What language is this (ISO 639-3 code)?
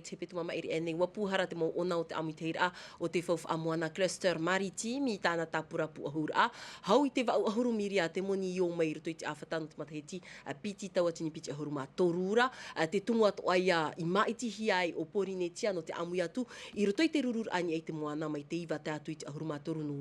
tah